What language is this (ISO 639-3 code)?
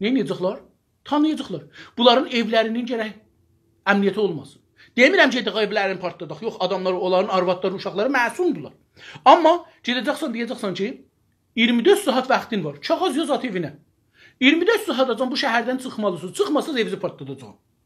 azb